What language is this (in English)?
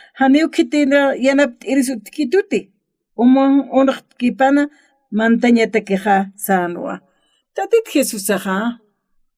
Aymara